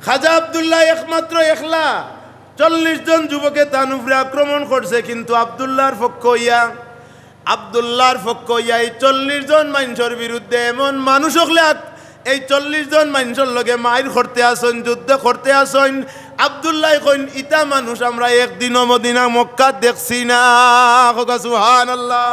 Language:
Sylheti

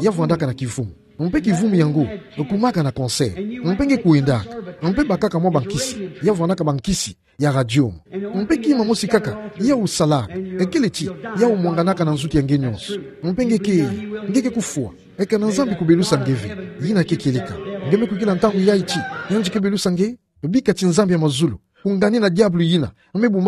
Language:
Kituba (Democratic Republic of Congo)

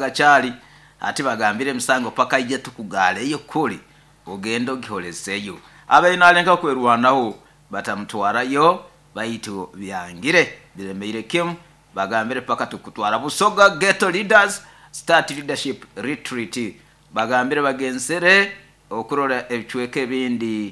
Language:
Nyoro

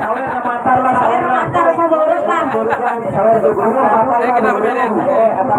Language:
Banjar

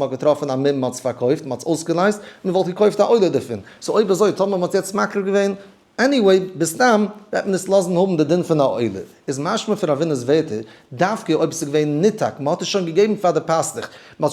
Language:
Yiddish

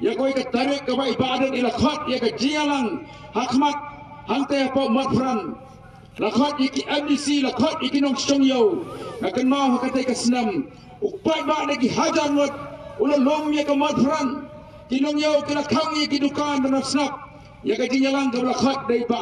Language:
Khasi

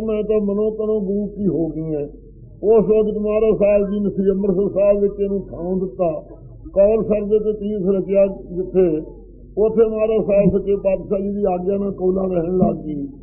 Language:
Punjabi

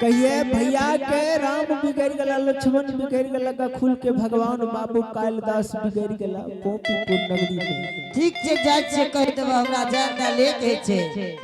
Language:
Angika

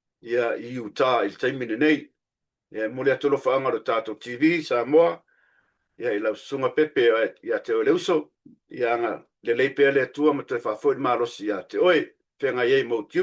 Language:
Samoan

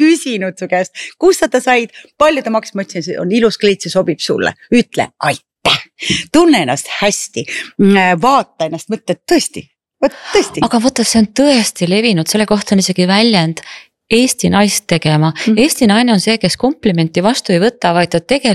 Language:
Estonian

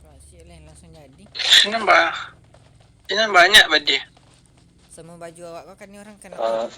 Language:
Minangkabau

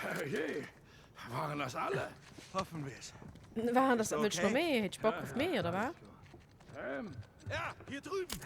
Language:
Swiss German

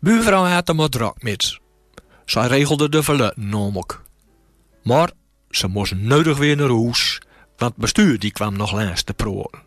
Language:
Gronings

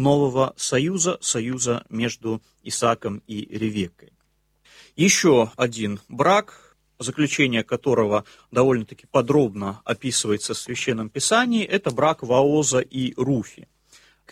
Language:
Russian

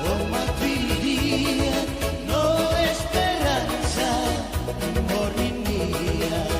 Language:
Tetum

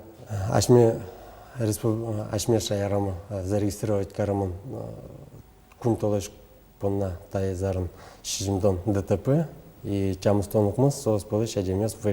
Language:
Udmurt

